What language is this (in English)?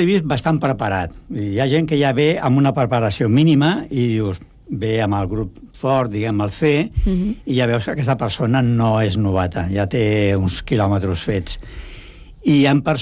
Catalan